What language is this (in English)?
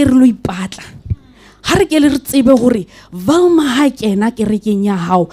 Southern Sotho